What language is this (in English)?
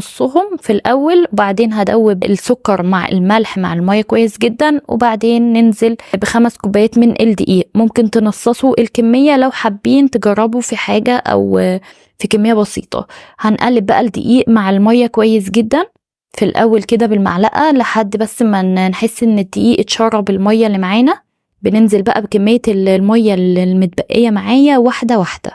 Egyptian Arabic